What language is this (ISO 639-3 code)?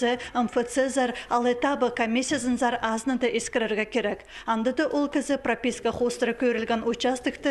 kjh